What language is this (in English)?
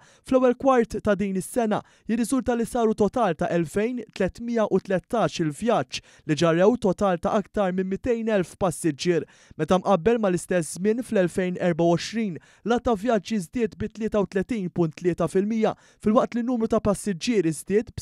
Maltese